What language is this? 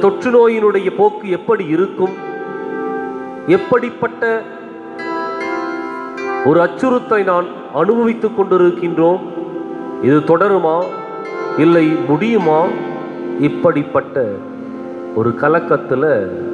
Tamil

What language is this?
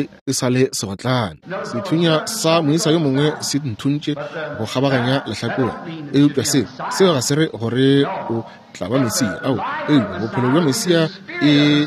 Northern Sotho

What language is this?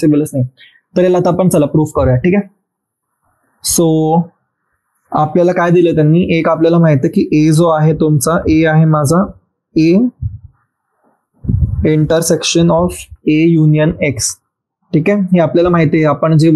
Marathi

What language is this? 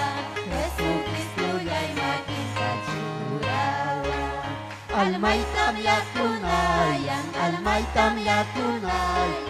Ayacucho Quechua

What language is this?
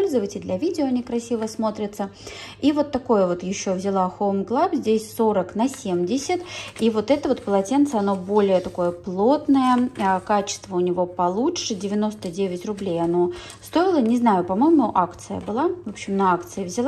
Russian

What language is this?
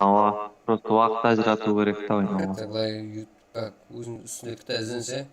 Kara-Kalpak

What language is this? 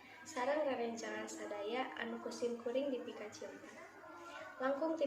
Sundanese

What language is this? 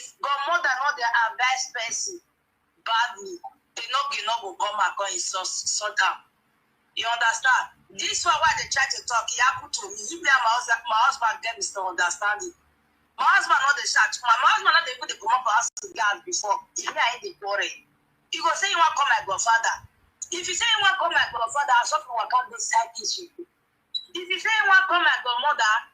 Nigerian Pidgin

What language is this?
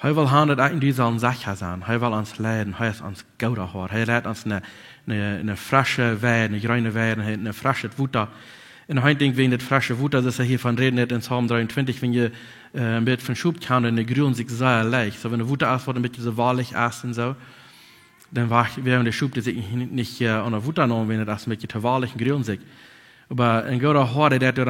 Plautdietsch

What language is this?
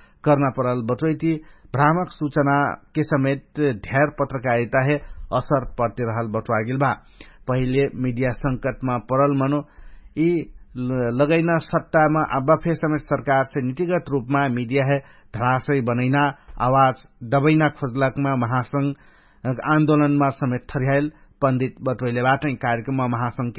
Dangaura Tharu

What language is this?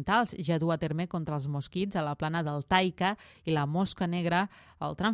Catalan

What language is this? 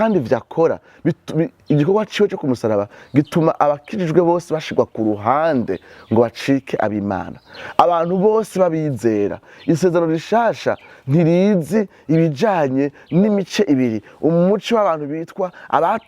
Rundi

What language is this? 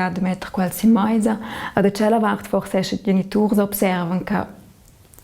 Romansh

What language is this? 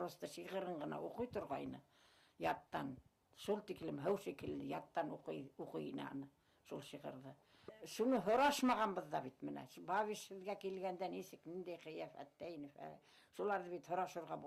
Bashkir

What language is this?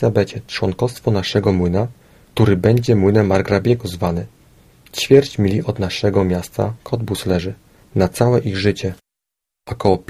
Polish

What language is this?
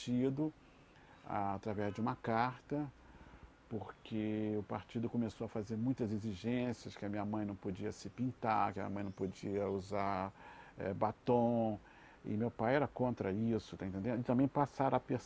Portuguese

